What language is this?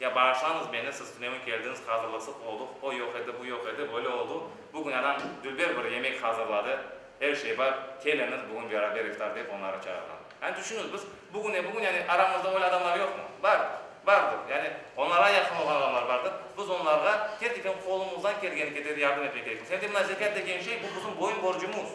Crimean Tatar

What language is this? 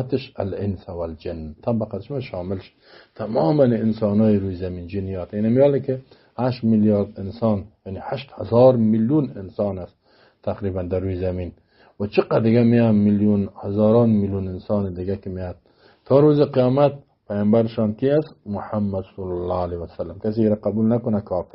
Persian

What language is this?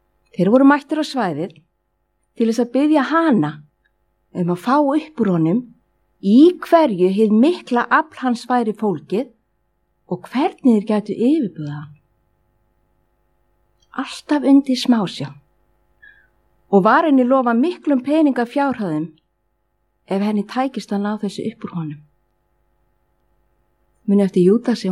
Icelandic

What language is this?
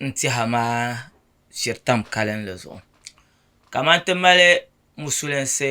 Dagbani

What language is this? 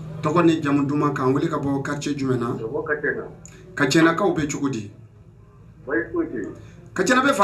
Bambara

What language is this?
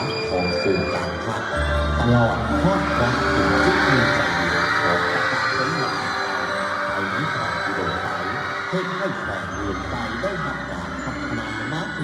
Lao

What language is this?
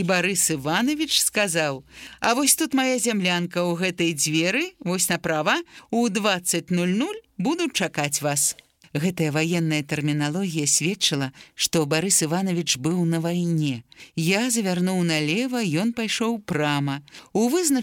Belarusian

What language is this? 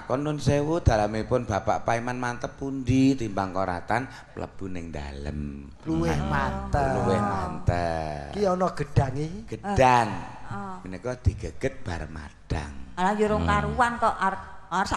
Javanese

